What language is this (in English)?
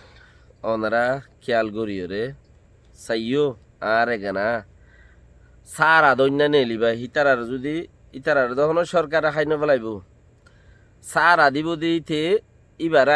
Rohingya